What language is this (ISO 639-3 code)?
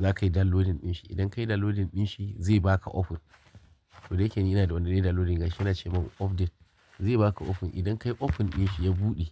hau